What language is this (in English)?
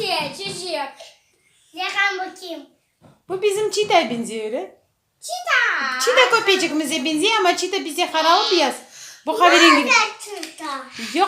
Crimean Tatar